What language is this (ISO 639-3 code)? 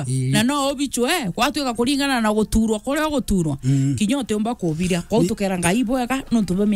mer